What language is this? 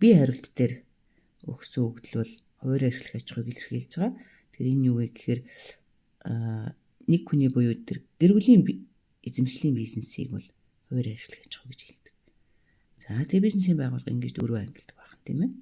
Mongolian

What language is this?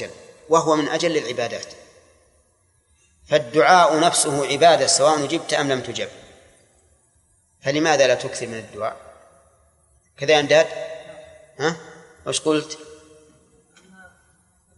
Arabic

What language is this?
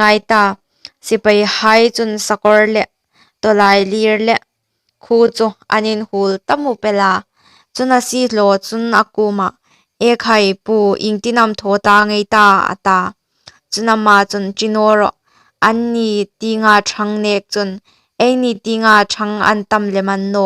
Hmar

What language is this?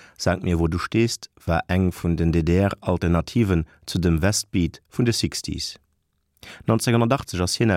Luxembourgish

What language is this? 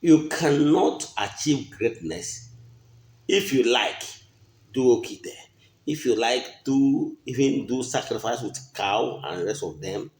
Igbo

